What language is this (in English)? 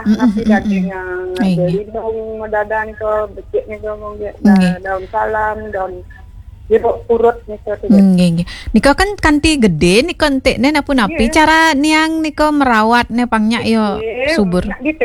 Balinese